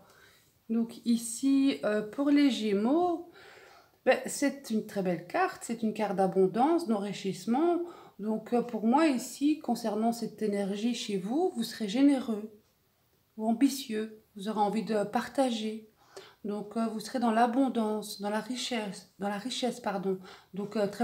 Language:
French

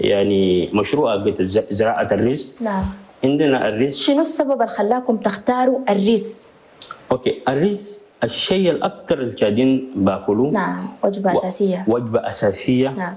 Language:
Chadian Arabic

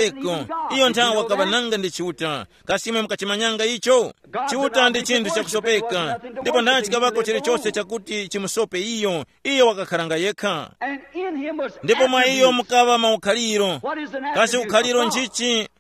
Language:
Tumbuka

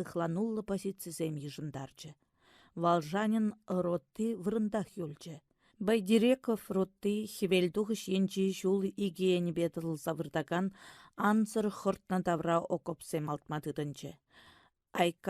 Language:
Chuvash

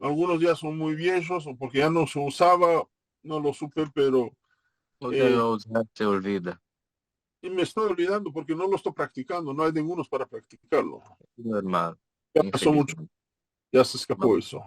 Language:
Ladino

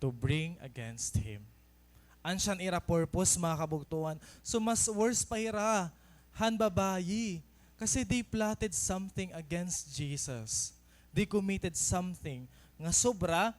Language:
Waray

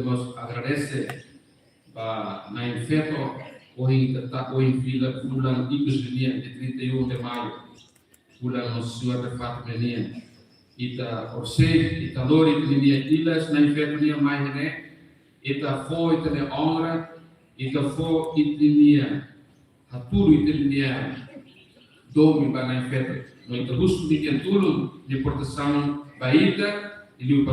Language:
Tetum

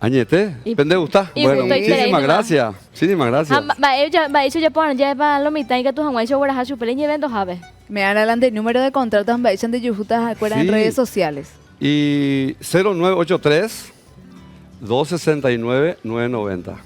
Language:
Guarani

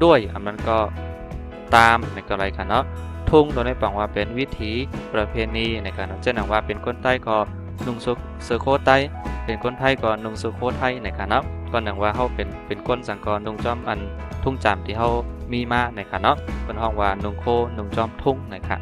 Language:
Shan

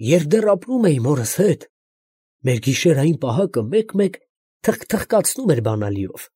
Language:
Armenian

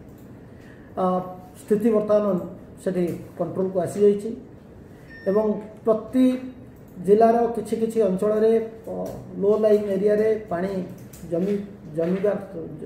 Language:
Odia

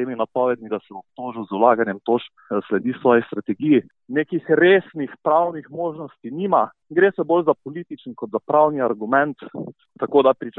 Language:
Slovenian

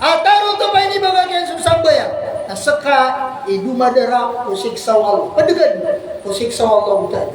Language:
Maranao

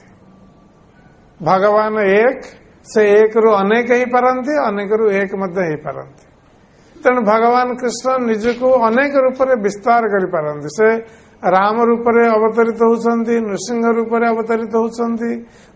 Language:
Odia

